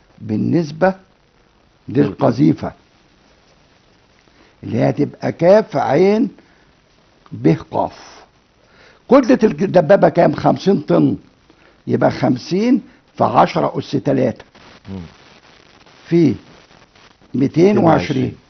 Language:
Egyptian Arabic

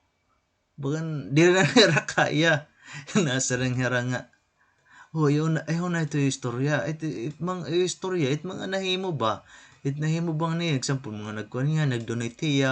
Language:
Waray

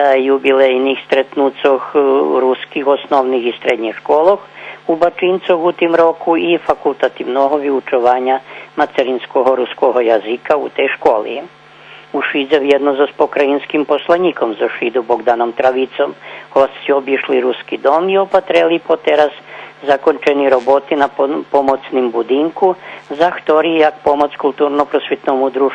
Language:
Rusyn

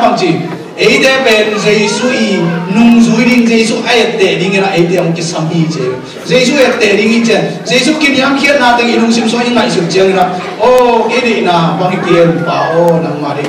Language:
Tedim Chin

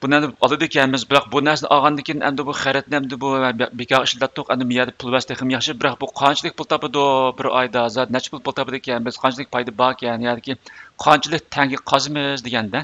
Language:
Uyghur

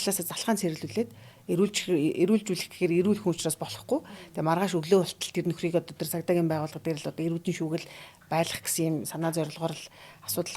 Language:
Mongolian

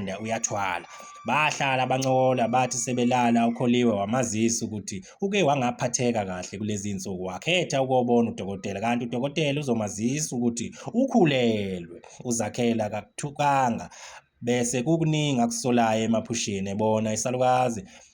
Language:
Zulu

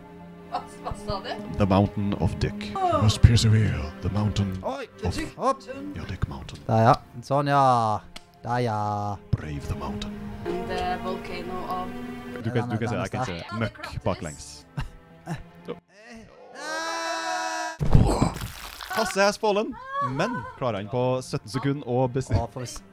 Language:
Norwegian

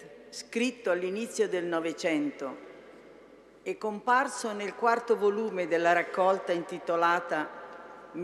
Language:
Italian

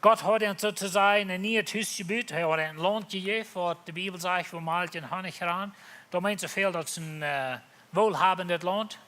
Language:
Plautdietsch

